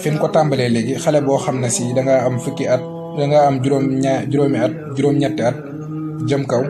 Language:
Wolof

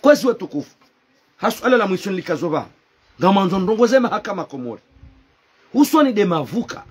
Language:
Ngazidja Comorian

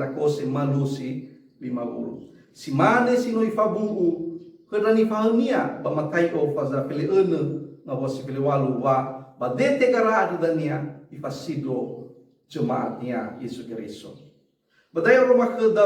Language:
Nias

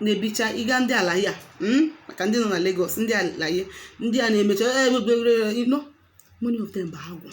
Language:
Igbo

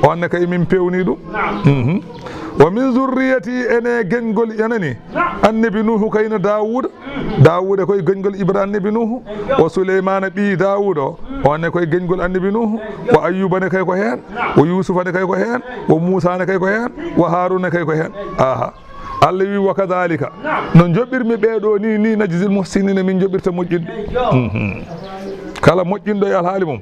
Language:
Fula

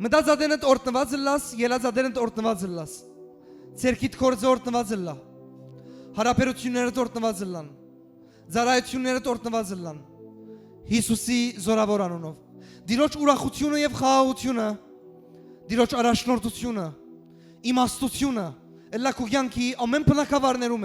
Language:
Western Armenian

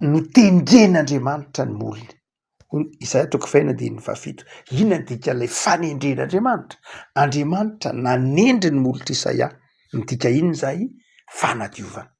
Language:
Malagasy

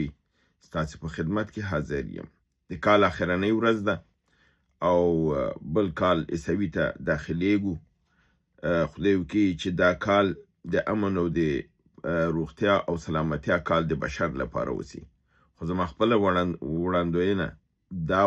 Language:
Pashto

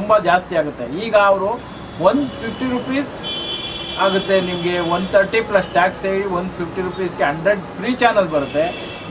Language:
Kannada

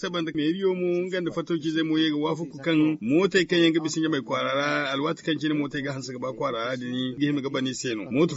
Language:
Zarma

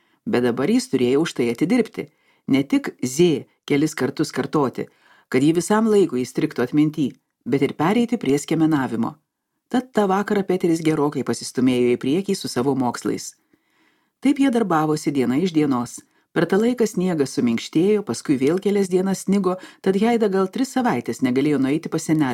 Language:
Lithuanian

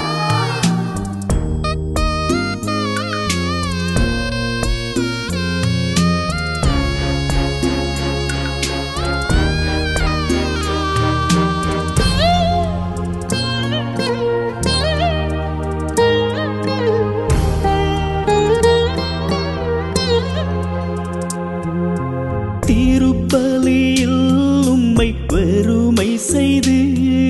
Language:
Tamil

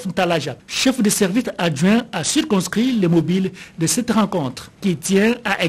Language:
French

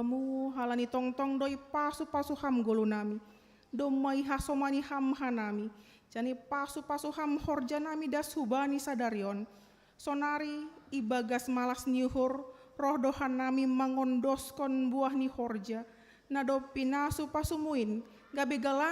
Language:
Batak Simalungun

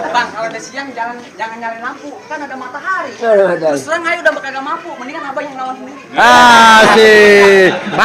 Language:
Betawi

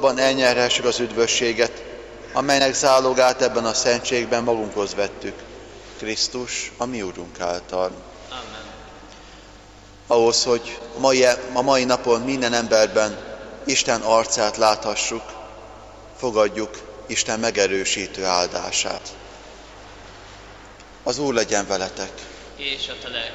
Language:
Hungarian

